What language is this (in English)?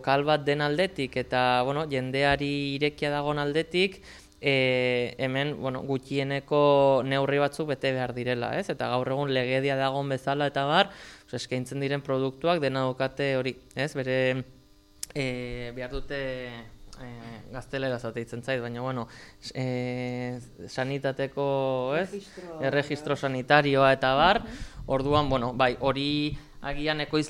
Basque